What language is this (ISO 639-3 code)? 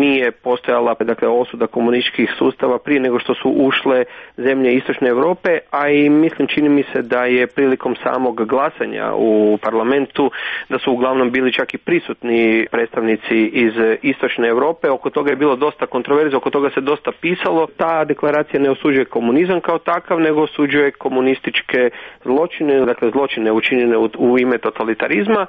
hrv